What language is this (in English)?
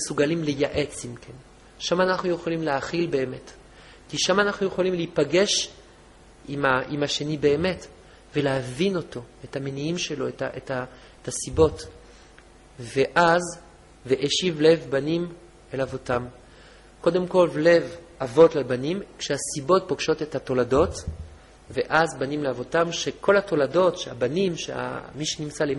Hebrew